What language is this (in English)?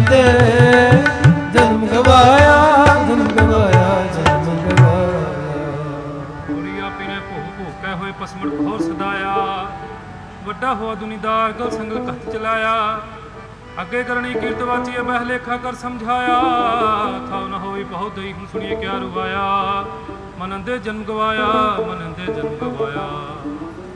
Punjabi